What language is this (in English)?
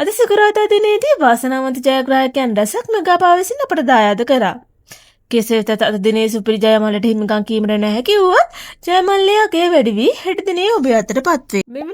Sinhala